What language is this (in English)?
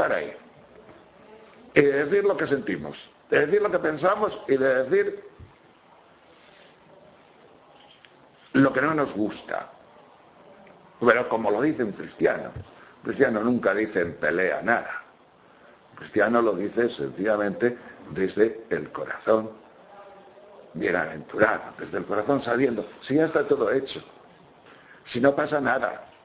Spanish